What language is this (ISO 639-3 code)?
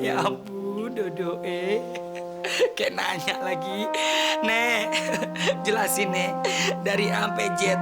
bew